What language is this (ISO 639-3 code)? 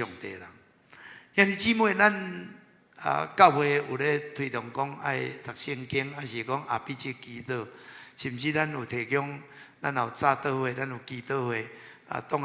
nan